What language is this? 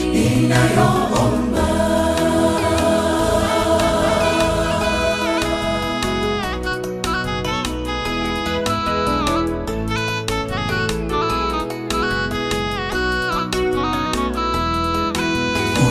Swahili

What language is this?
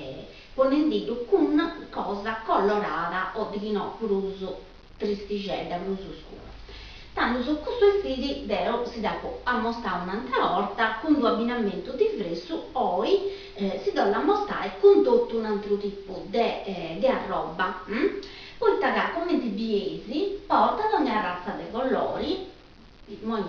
Sardinian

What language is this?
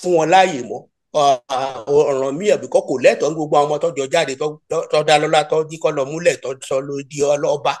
Yoruba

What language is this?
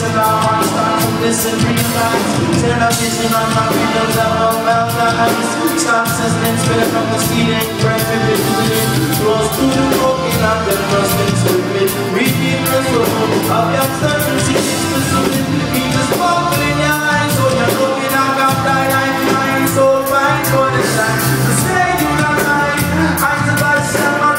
English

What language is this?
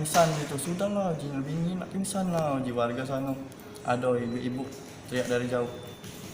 Musi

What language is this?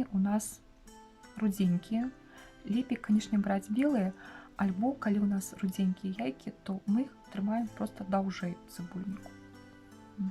Belarusian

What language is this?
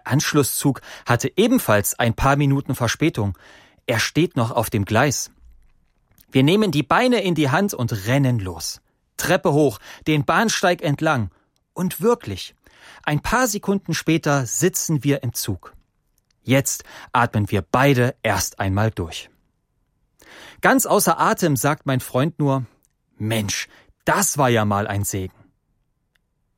German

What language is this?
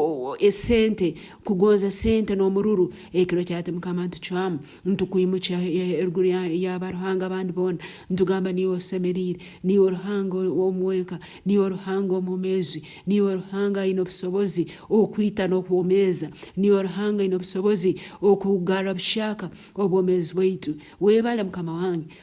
Nyankole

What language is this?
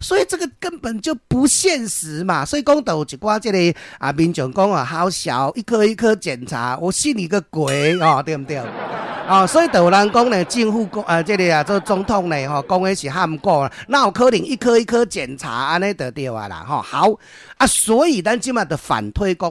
Min Nan Chinese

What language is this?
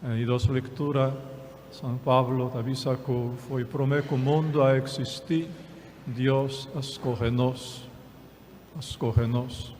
Papiamento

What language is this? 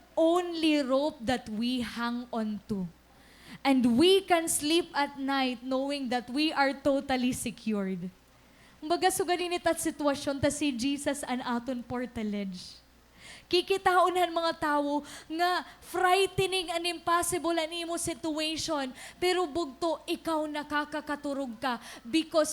Waray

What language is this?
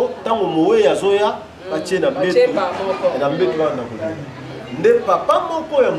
Lingala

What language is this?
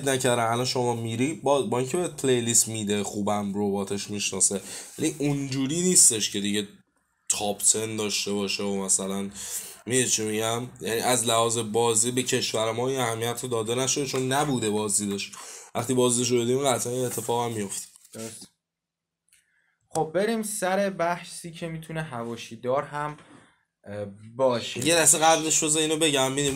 Persian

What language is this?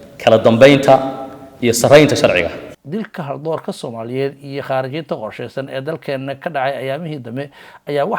Somali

